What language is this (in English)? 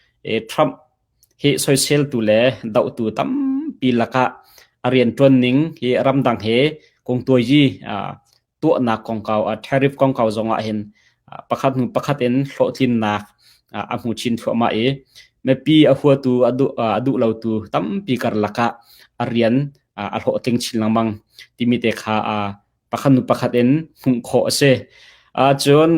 Hakha Chin